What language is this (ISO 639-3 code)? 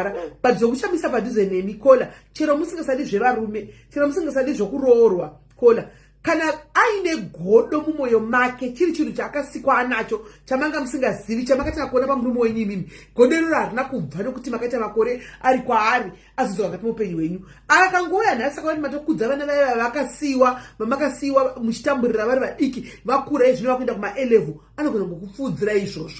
sna